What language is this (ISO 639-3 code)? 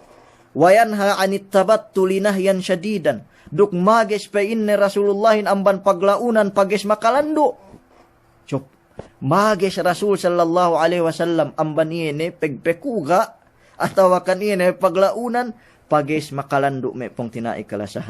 yka